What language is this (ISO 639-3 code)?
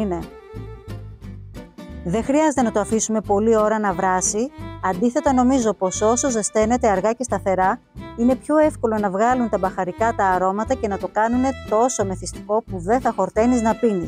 ell